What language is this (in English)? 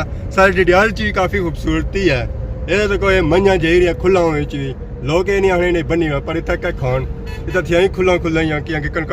Pahari-Potwari